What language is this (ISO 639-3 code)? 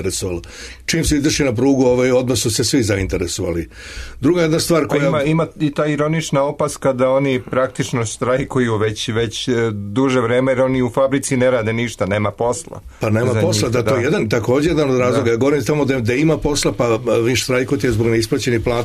srp